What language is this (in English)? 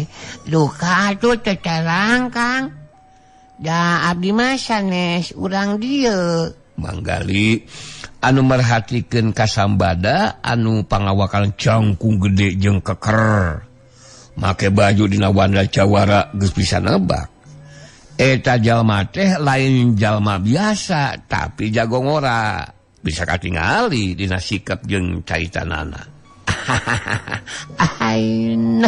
Sundanese